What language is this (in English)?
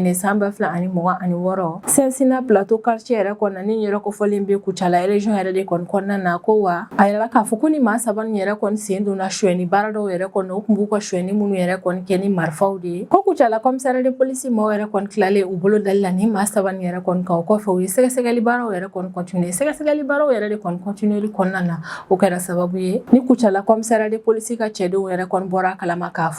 Bambara